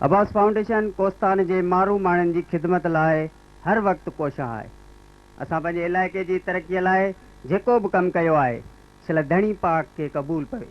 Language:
Sindhi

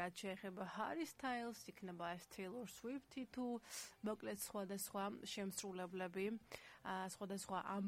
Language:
Georgian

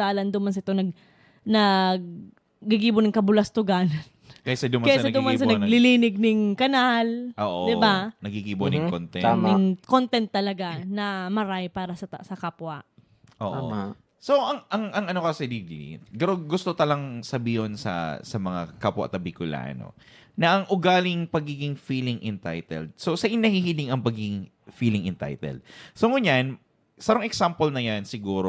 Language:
Bikol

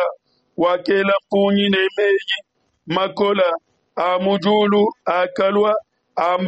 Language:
Luba-Lulua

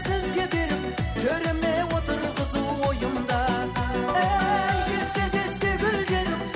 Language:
Kara-Kalpak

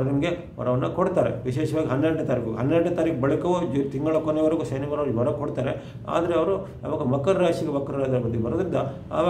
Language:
Kannada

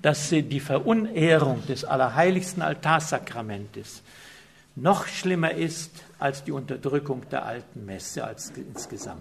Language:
German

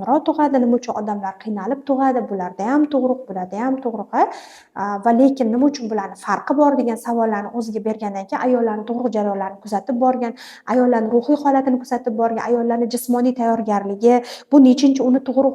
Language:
Uzbek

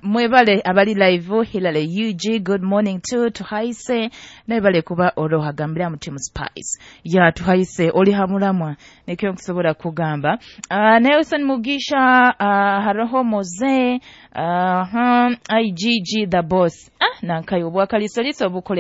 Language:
Nyoro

